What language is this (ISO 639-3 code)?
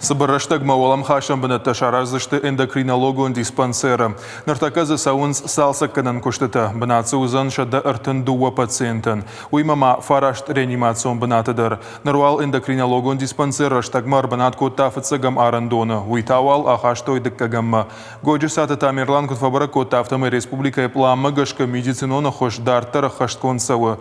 oss